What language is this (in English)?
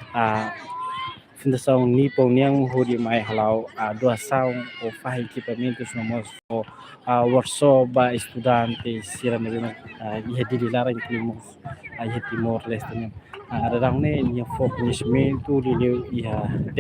Tetum